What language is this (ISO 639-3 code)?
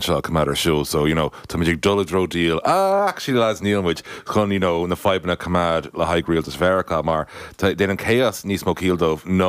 gle